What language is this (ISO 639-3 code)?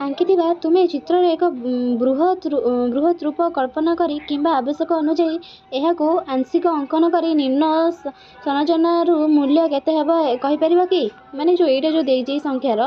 ori